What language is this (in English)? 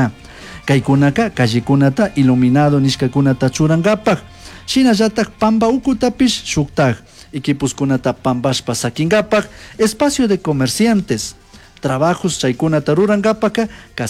Chimborazo Highland Quichua